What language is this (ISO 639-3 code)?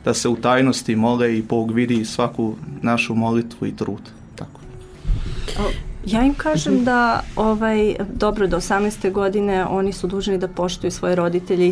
srp